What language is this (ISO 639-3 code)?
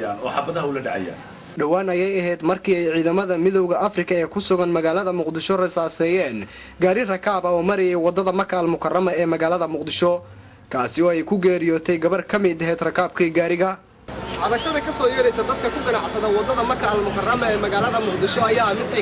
som